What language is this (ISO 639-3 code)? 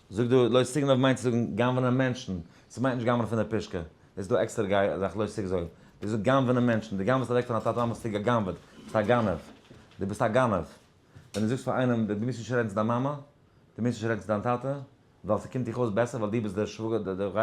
yid